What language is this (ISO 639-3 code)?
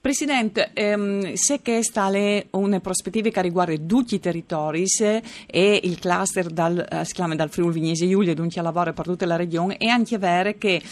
fur